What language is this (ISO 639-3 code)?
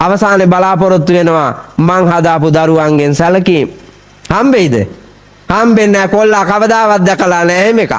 sin